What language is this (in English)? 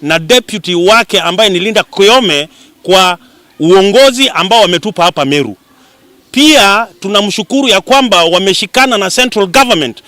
Meru